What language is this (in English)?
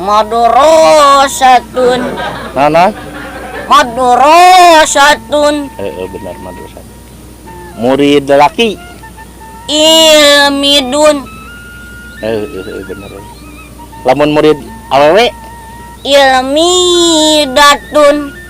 Sundanese